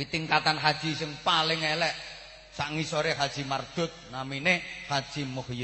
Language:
Javanese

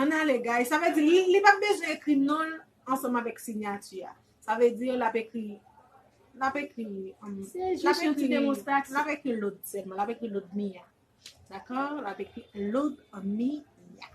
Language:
Haitian Creole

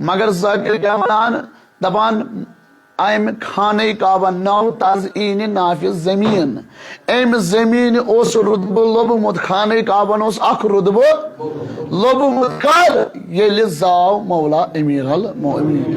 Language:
Kashmiri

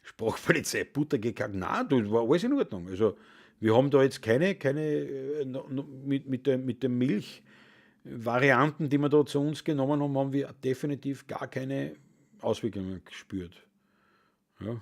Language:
Bavarian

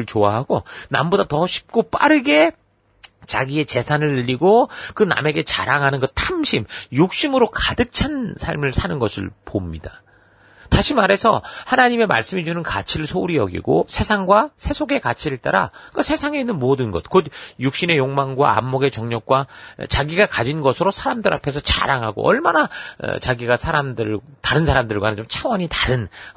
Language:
Korean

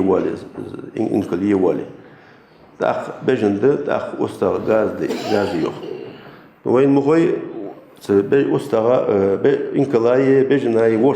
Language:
Ingush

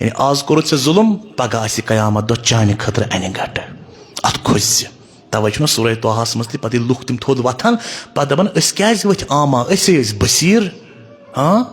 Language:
Kashmiri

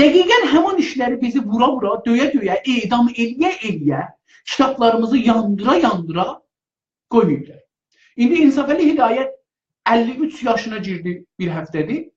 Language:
South Azerbaijani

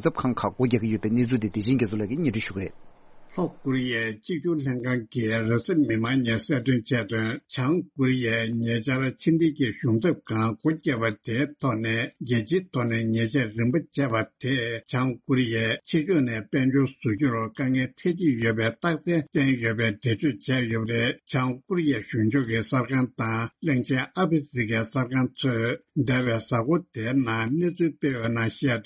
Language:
Tibetan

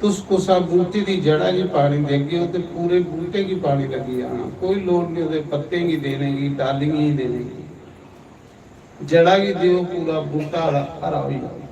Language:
Dogri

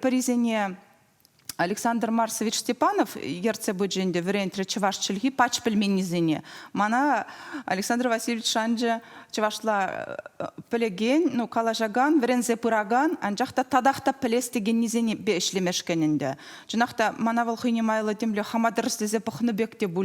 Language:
Chuvash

